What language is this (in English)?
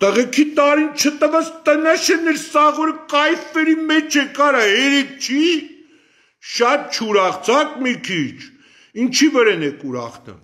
Armenian